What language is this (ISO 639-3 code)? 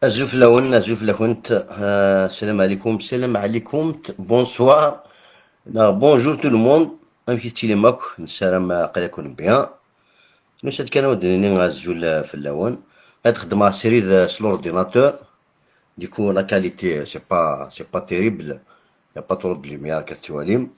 kab